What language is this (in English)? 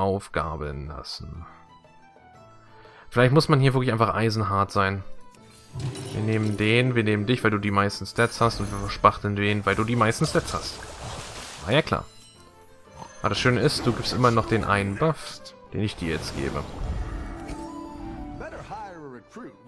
German